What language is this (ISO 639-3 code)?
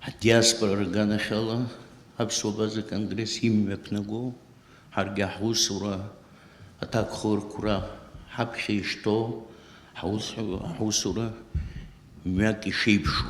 abk